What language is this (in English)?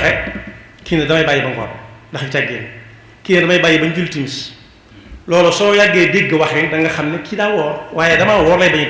Wolof